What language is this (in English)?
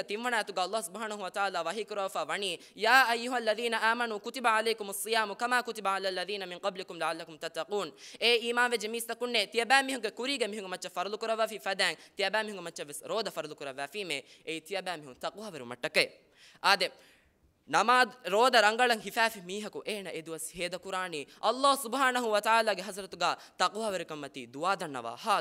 Divehi